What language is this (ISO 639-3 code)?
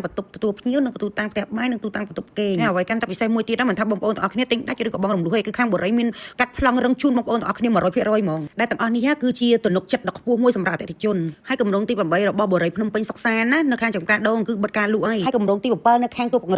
khm